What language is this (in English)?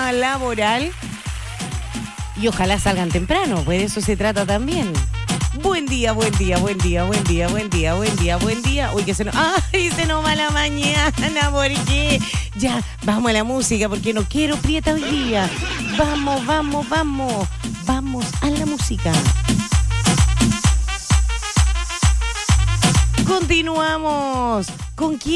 Spanish